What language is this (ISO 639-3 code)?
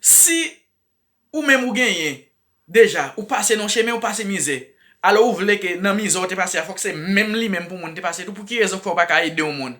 hat